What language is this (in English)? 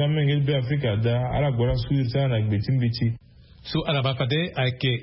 Sango